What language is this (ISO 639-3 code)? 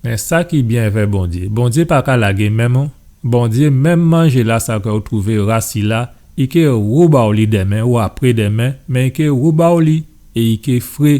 gcf